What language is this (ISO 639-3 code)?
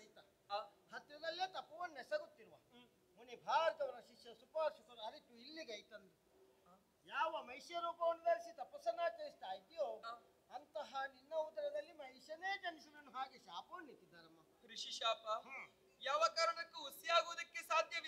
kan